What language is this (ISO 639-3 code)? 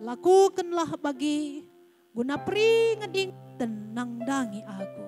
btx